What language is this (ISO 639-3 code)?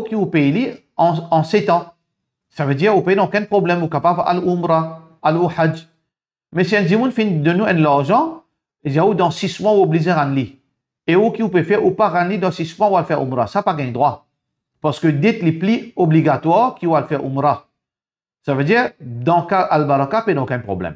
mfe